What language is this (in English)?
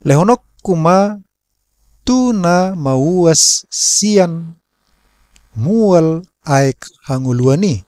Batak Toba